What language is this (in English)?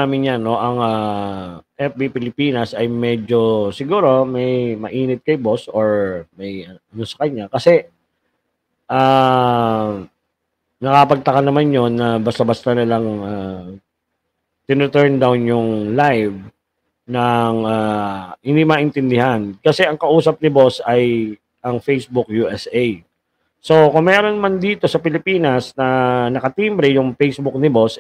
Filipino